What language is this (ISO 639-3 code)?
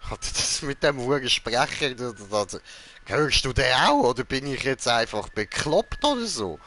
gsw